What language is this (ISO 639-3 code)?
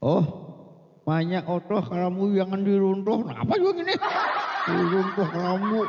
bjn